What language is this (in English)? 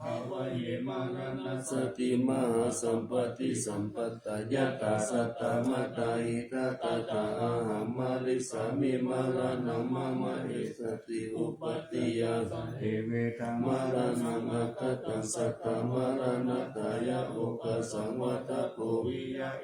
Pali